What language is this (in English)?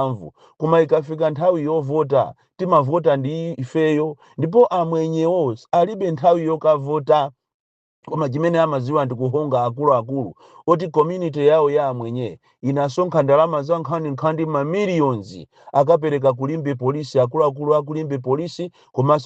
Nyanja